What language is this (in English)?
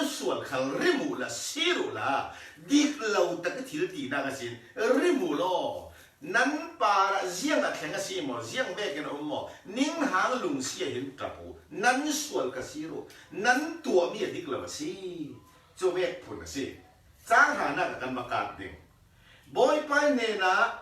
Falam Chin